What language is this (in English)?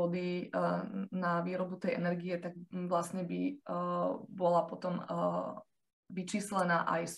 Slovak